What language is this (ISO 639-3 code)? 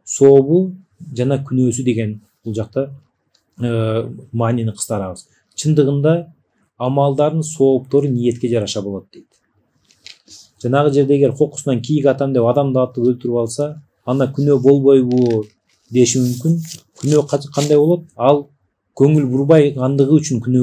kir